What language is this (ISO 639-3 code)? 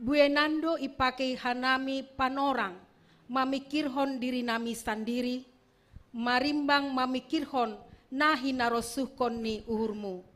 bts